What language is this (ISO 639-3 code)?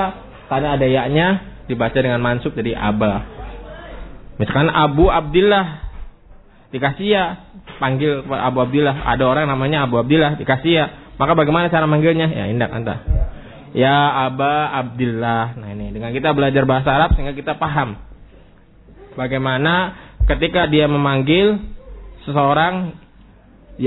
ind